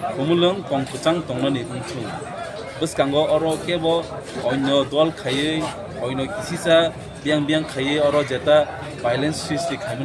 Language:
Kok Borok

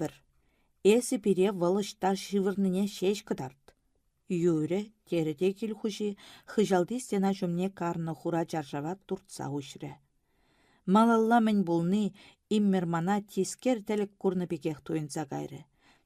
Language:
Chuvash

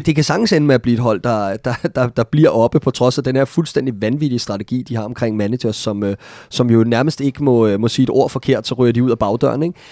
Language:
Danish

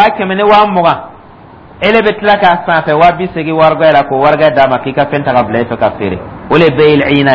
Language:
Dyula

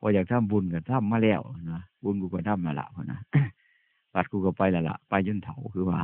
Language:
Northeastern Thai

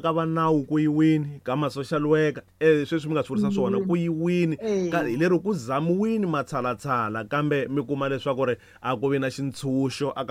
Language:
Tsonga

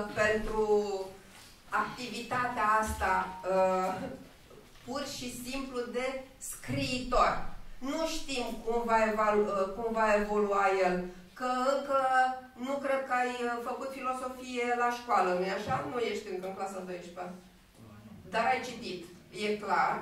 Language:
Romanian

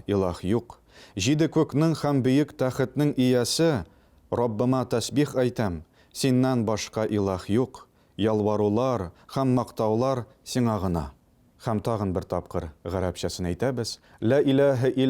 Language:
Tatar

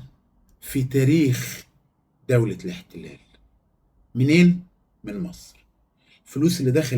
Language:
Egyptian Arabic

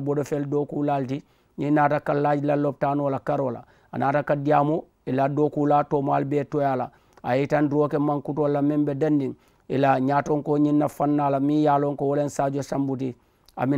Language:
Mandingo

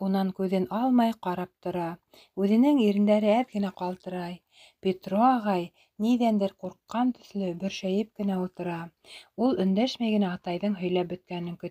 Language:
Bashkir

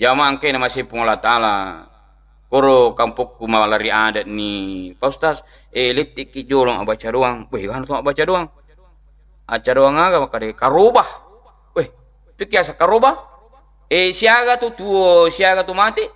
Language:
Buginese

